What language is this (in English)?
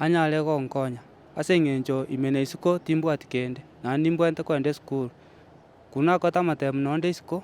Gusii